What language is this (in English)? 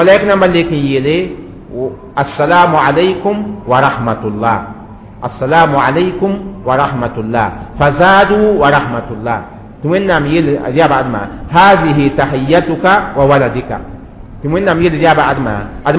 Mossi